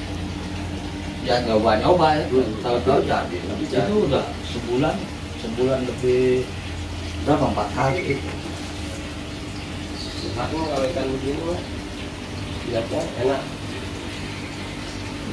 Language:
Indonesian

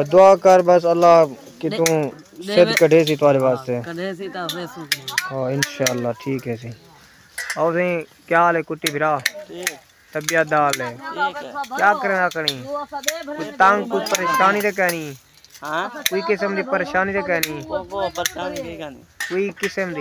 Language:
Saraiki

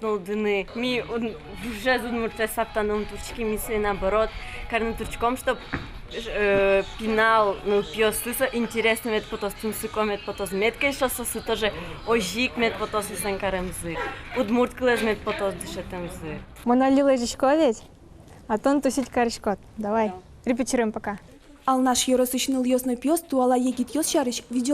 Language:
Udmurt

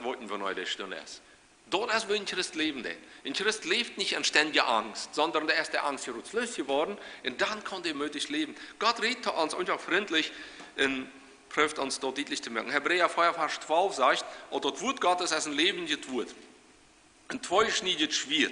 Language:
Plautdietsch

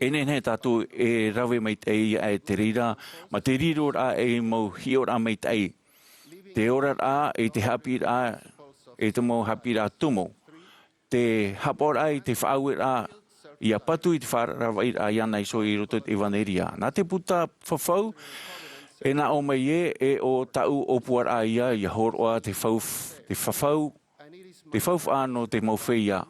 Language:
Tahitian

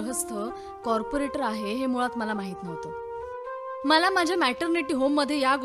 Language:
Marathi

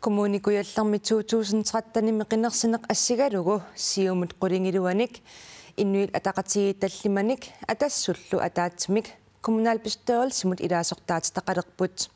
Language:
Kalaallisut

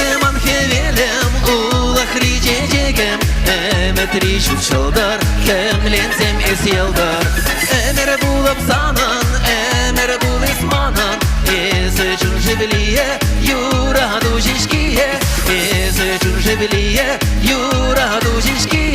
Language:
Chuvash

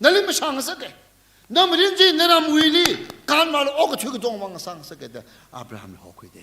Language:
Tangkhul Naga (India)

